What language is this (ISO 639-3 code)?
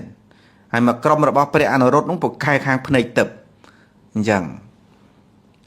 khm